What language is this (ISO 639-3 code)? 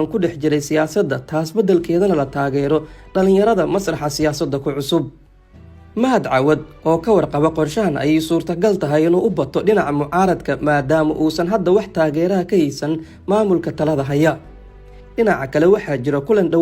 som